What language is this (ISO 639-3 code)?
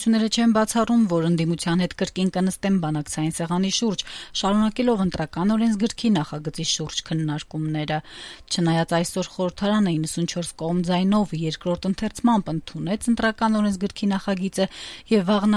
hye